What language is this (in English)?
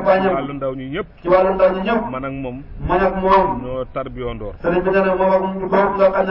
Wolof